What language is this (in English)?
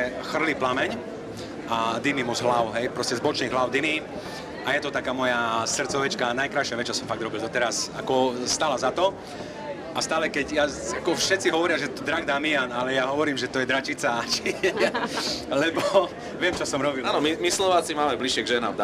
Slovak